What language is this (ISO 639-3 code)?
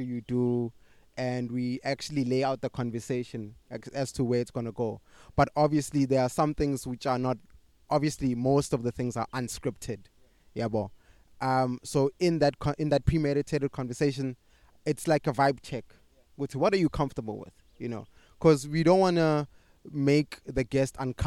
eng